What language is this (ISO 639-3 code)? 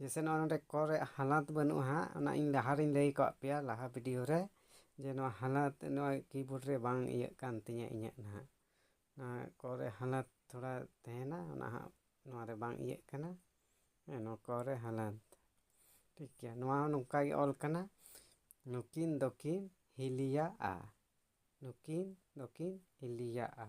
sat